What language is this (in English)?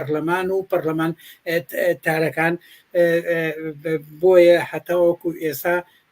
Central Kurdish